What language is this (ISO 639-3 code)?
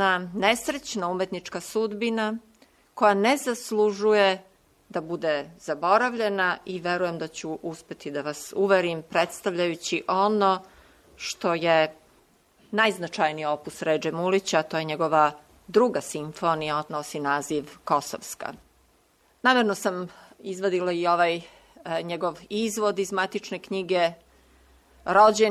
srp